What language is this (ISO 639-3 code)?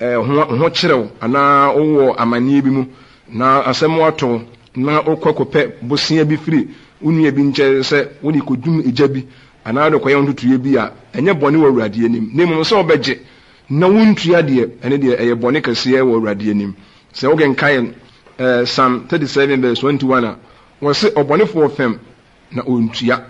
aka